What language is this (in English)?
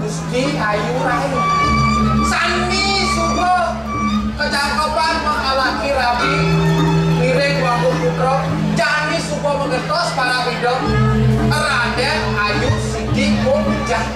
Balinese